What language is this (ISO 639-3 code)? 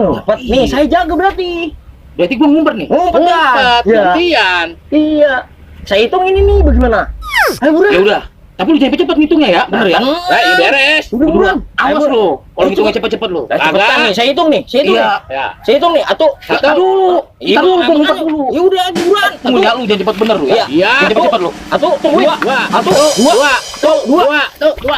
bew